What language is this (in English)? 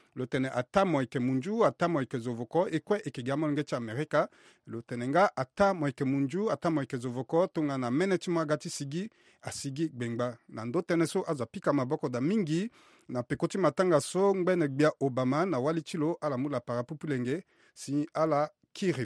Sango